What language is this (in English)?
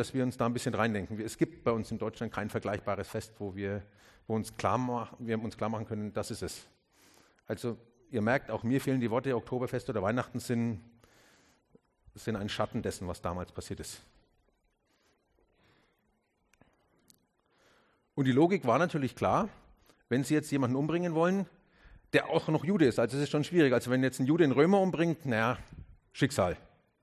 German